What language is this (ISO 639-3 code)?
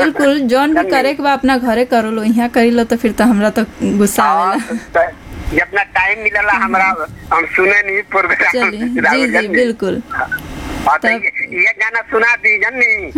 bho